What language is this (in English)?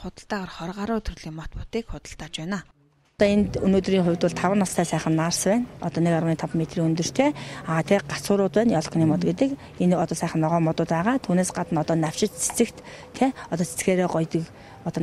Mongolian